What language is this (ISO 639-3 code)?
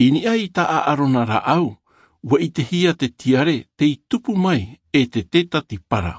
tah